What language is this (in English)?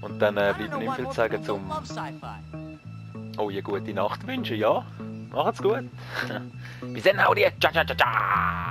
Swiss German